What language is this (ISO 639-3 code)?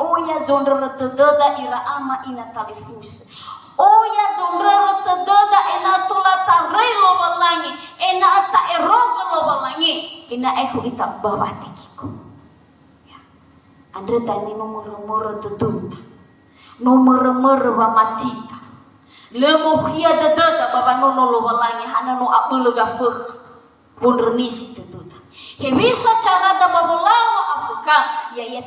nia